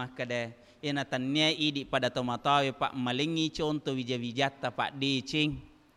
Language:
Buginese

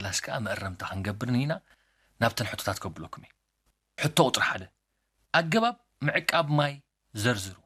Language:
Tigrinya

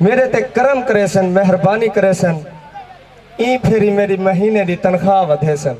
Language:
Saraiki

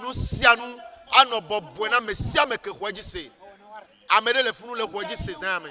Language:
Ewe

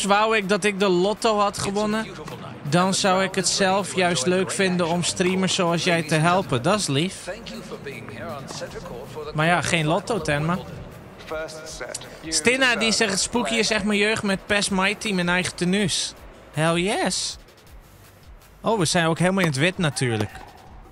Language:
Dutch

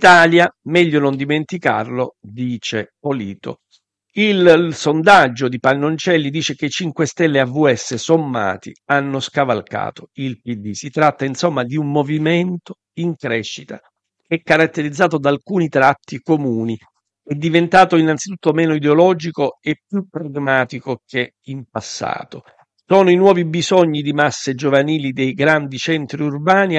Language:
Italian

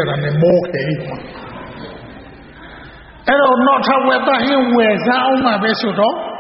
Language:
Burmese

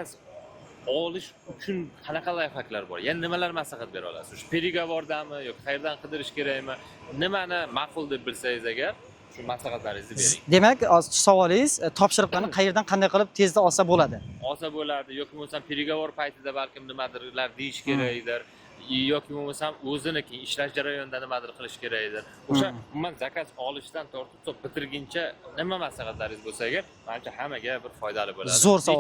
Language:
Uzbek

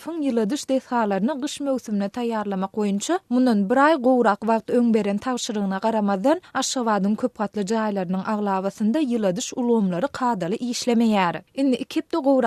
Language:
Turkmen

